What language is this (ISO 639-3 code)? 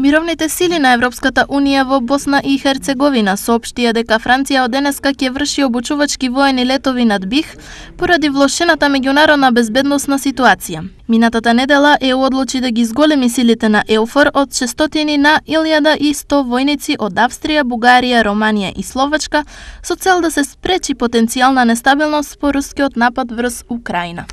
mkd